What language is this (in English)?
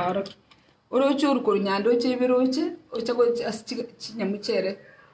Gusii